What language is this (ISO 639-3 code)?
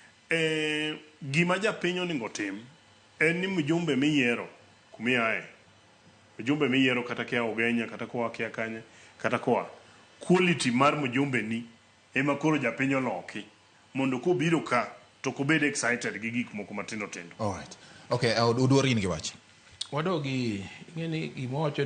luo